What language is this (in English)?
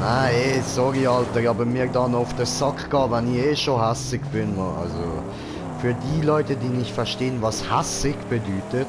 Swiss German